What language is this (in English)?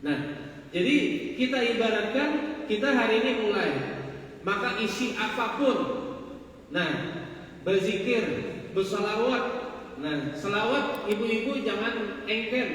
Banjar